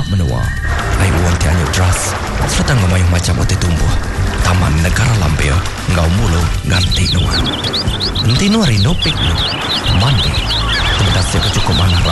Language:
Iban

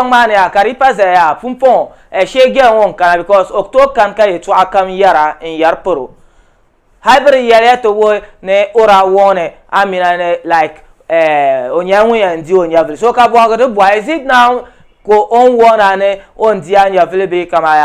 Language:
Dagbani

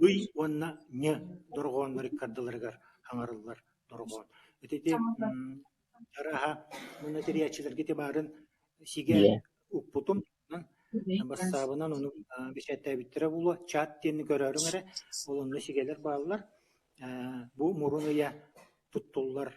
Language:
Yakut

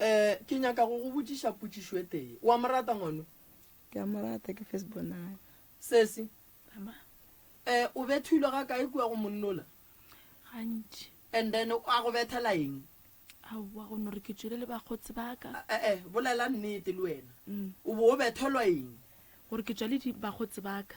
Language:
Northern Sotho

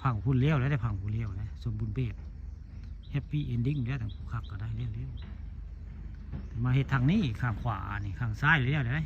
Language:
Northeastern Thai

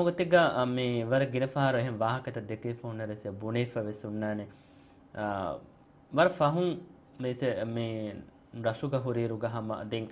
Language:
Divehi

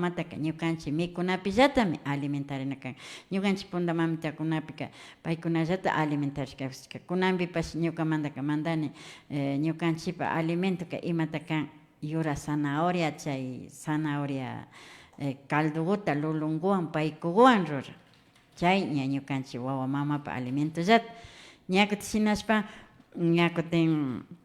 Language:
Imbabura Highland Quichua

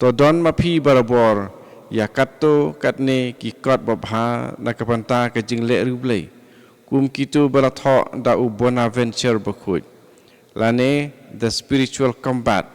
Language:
Khasi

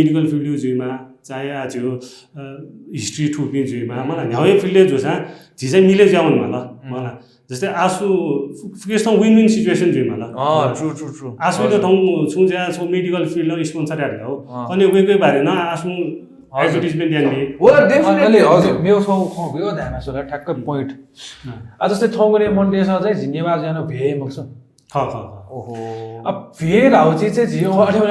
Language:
Newari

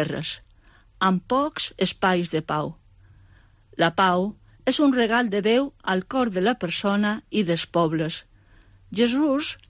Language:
Catalan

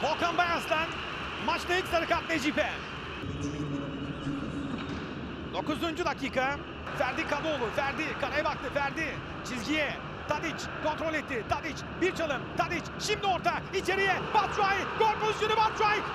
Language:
Turkish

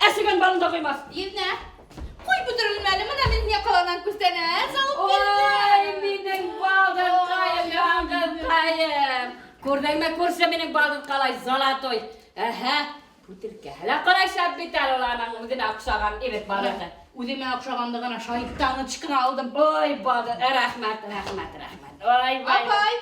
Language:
Bashkir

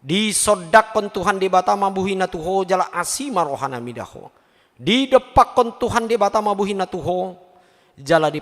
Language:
Batak Toba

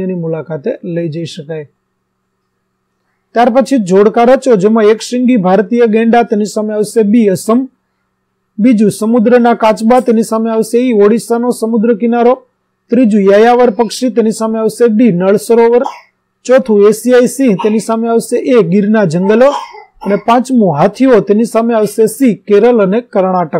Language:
Gujarati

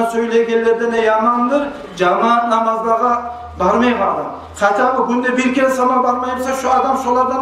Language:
Kumyk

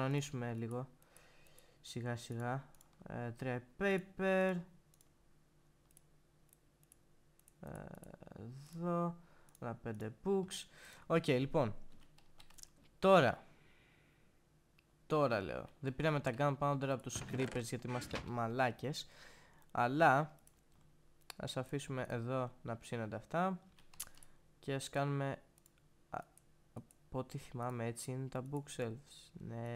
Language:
Greek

